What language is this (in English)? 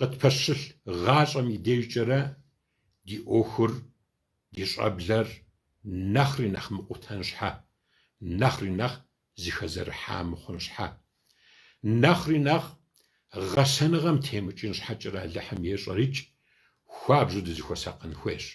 Kabardian